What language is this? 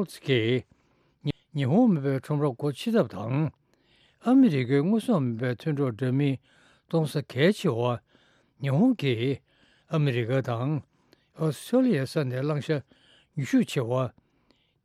Tibetan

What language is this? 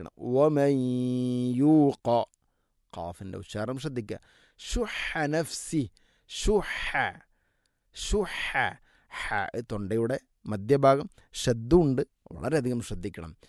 Malayalam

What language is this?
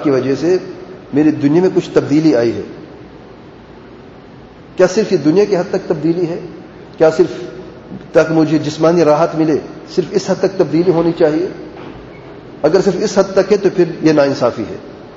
Urdu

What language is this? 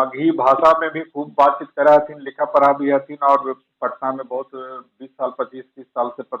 Magahi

